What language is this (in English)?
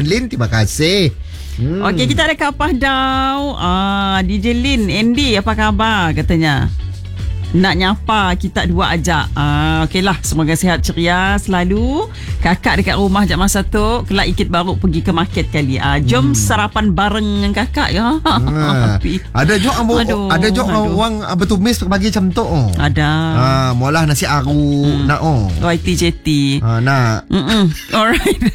Malay